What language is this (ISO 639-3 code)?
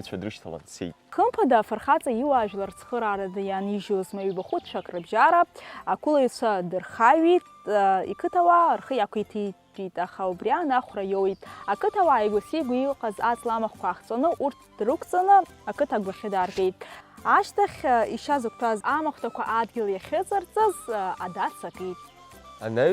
abk